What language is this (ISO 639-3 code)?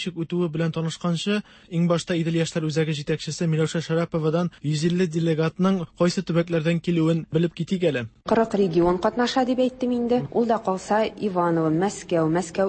tat